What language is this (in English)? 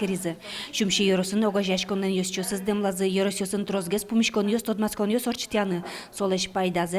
Udmurt